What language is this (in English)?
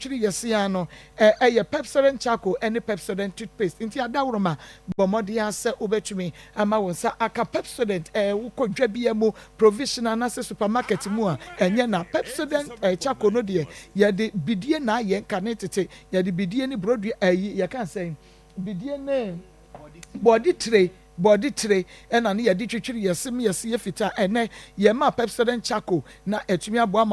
Akan